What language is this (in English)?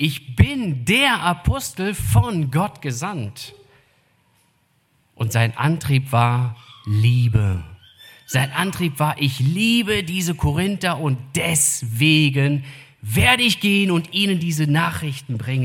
German